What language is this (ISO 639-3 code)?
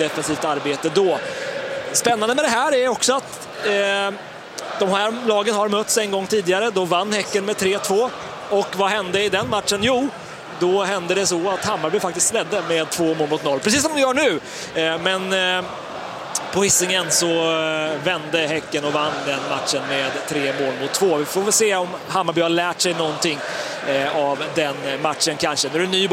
swe